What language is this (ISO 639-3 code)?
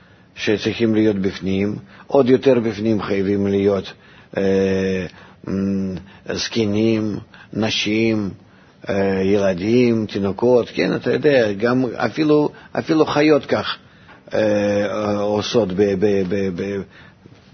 heb